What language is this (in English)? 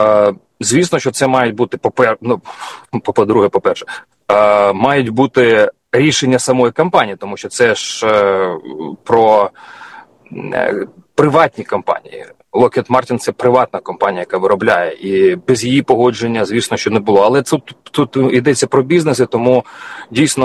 Ukrainian